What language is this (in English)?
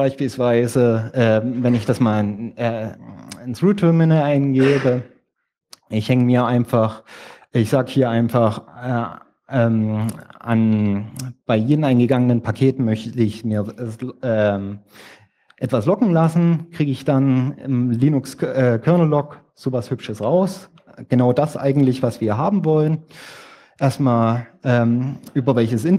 German